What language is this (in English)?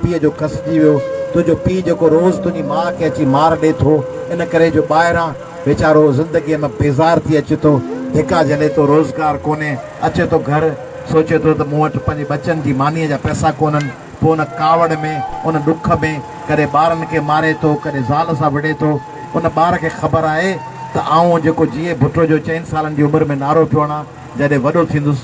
Sindhi